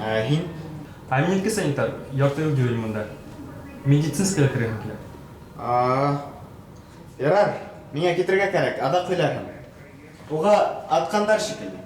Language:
Bashkir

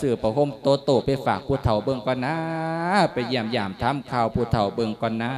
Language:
Lao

